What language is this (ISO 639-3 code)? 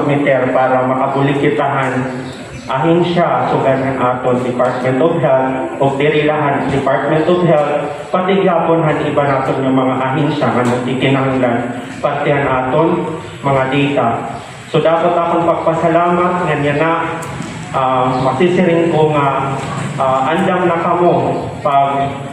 war